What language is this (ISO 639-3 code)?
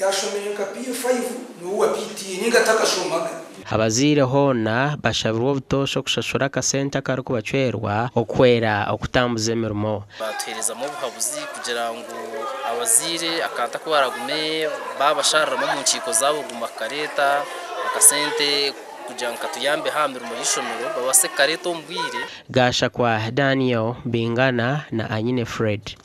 nyn